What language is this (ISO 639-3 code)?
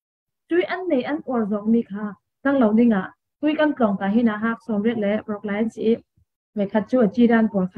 cfm